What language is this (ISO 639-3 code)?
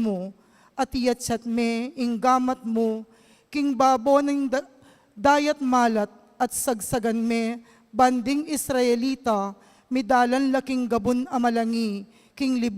pam